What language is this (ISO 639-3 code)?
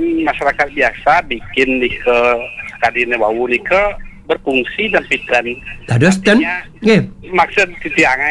ban